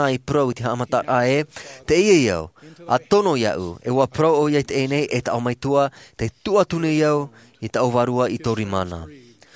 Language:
Tahitian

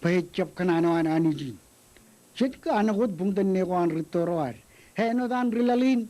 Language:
Marshallese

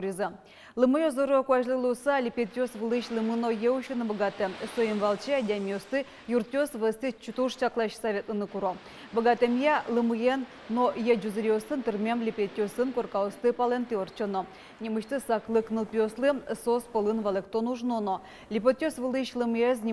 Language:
Udmurt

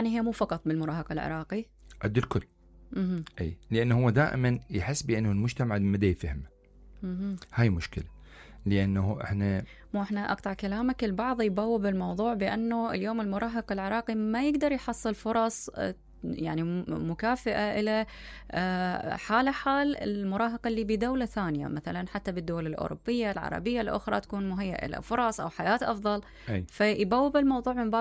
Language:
Mesopotamian Arabic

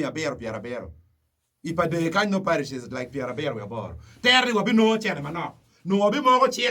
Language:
Acoli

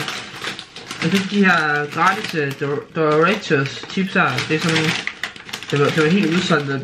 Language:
Danish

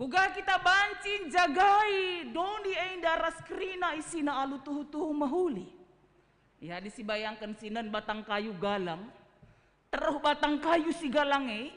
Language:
Batak Karo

